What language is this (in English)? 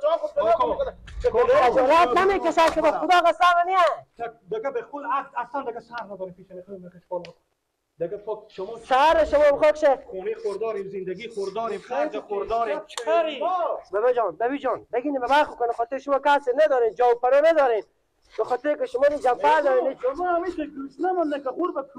Persian